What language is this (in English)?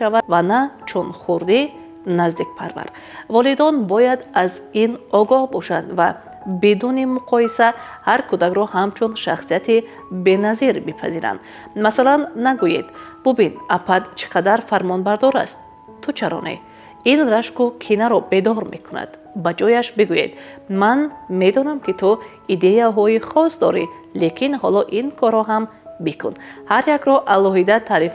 Tajik